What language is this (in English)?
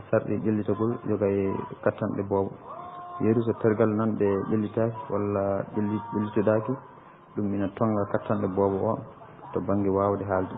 Fula